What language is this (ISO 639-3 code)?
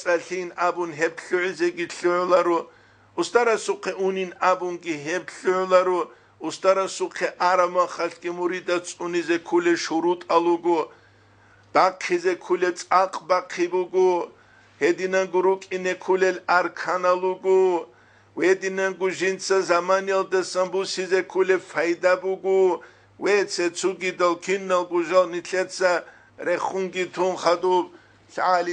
ava